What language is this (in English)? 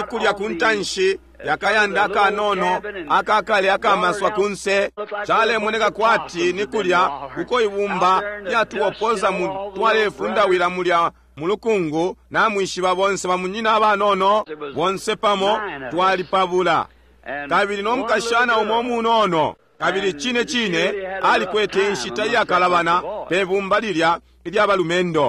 Bemba